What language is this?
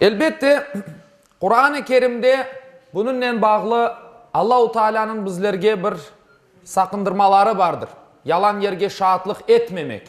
Crimean Tatar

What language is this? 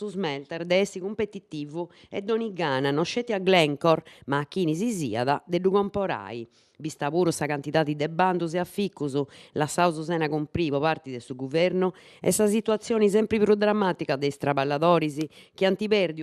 Sardinian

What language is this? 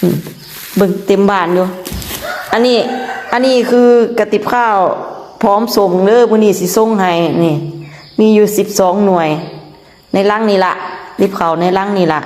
Northeastern Thai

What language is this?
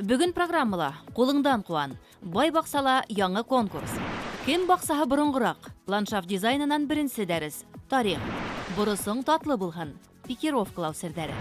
Bashkir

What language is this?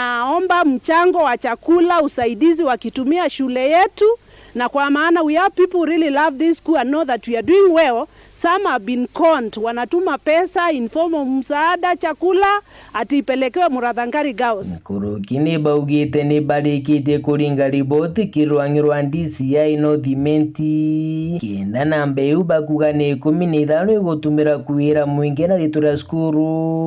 Meru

